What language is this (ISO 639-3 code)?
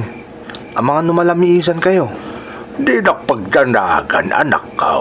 ilo